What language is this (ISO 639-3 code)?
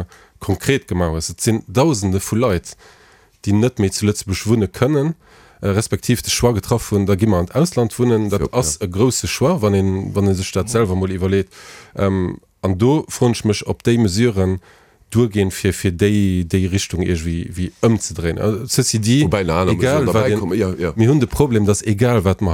ltz